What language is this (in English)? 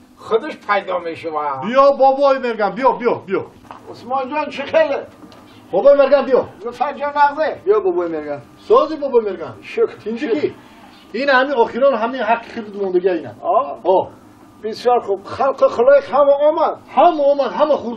Tajik